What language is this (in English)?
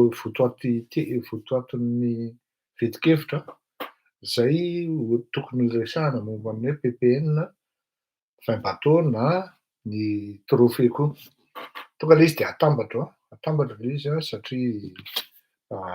Malagasy